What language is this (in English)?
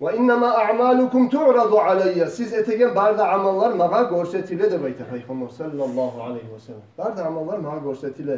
Kumyk